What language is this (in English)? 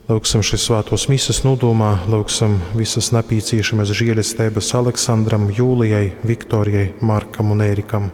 Latgalian